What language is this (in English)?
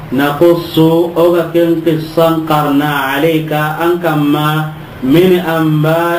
Soninke